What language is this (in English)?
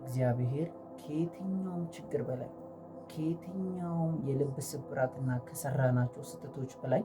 Amharic